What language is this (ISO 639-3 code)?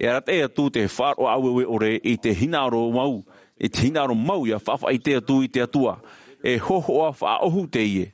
tah